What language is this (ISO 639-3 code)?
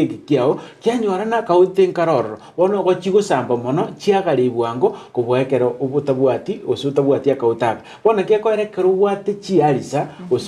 guz